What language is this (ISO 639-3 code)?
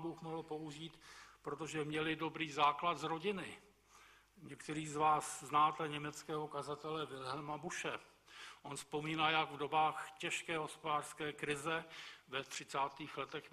ces